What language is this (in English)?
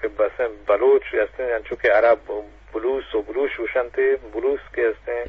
Eastern Balochi